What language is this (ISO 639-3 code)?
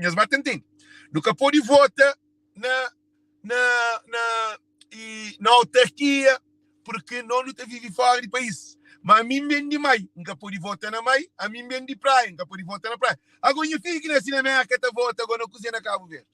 kea